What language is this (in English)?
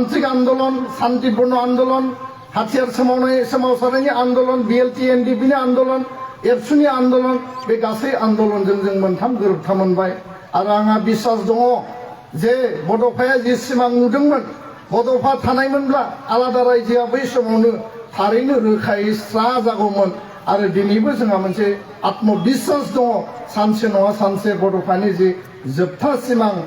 Bodo